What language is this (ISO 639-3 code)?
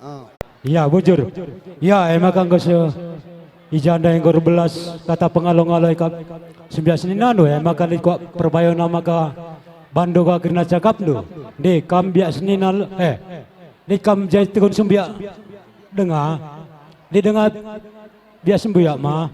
btx